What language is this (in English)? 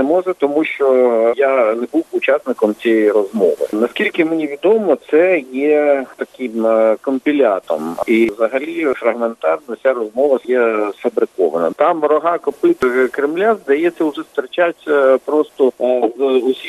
Ukrainian